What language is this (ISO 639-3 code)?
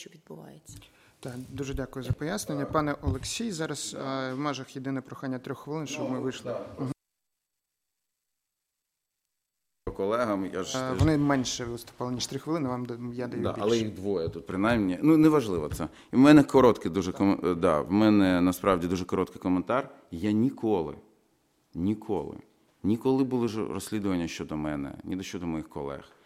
ukr